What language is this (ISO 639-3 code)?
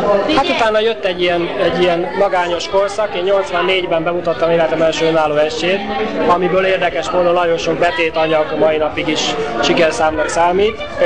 hun